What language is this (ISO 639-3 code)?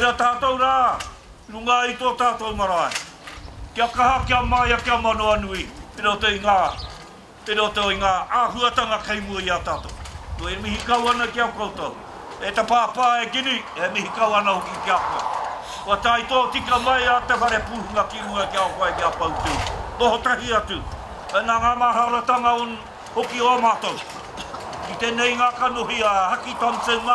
mri